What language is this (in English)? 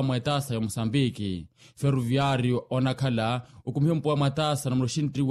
Makhuwa